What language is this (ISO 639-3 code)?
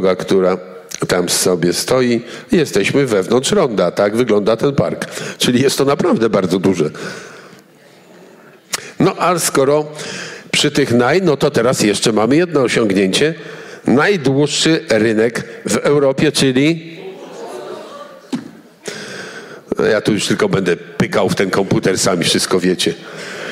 pol